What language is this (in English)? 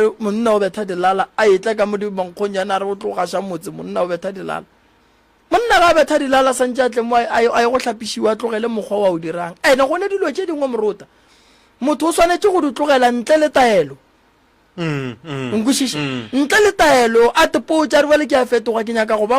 Northern Sotho